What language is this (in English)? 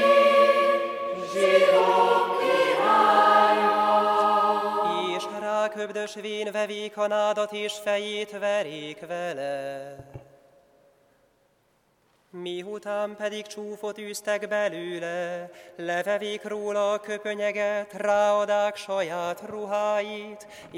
Hungarian